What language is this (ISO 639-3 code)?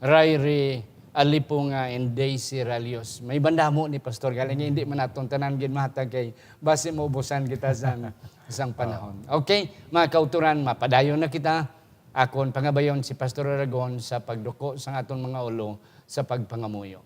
hil